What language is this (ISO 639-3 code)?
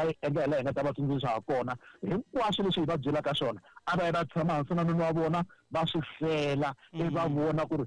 tso